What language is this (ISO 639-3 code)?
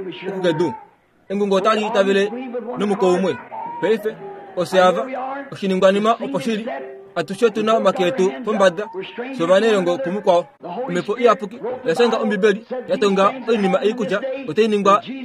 kua